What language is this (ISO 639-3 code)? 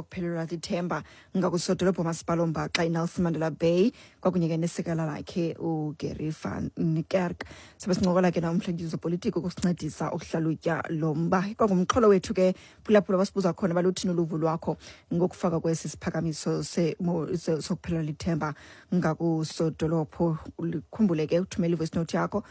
xho